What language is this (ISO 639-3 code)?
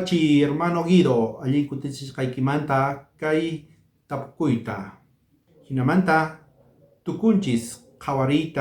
quh